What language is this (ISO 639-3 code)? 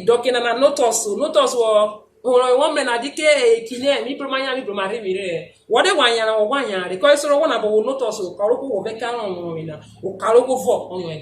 urh